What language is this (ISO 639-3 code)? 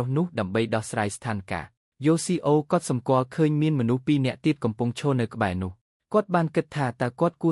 khm